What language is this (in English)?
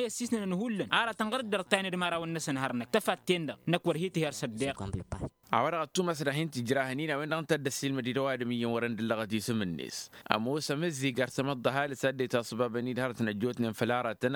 Tamasheq